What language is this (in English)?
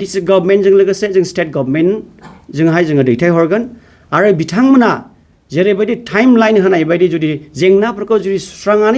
Bodo